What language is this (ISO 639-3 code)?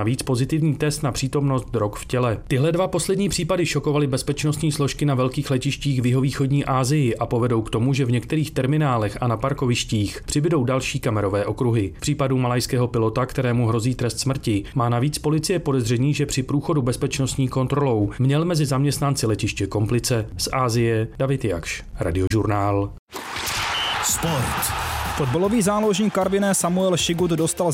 ces